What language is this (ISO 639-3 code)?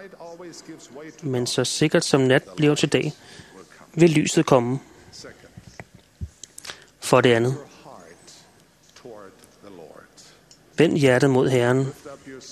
dan